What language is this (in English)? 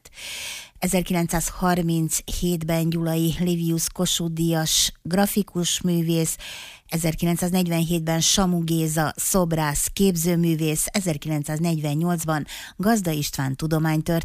Hungarian